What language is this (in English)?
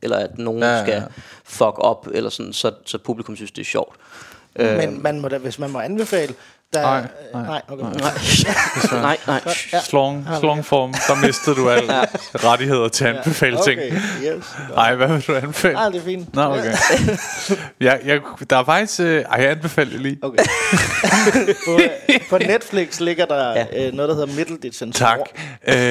Danish